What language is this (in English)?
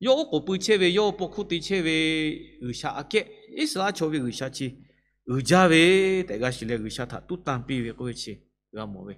Lahu